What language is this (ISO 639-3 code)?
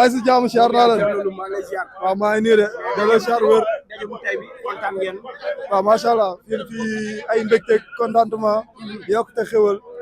wol